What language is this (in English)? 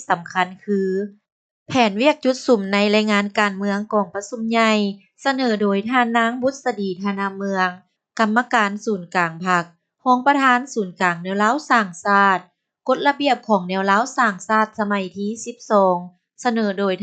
Lao